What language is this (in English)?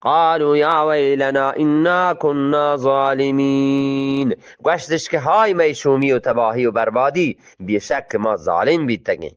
Eastern Balochi